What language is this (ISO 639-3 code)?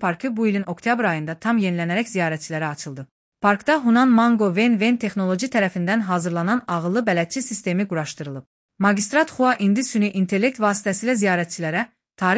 aze